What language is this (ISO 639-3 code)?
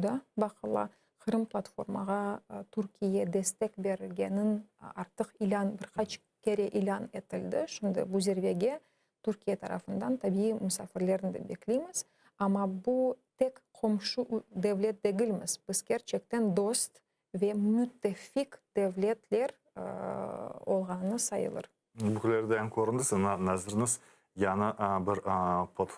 crh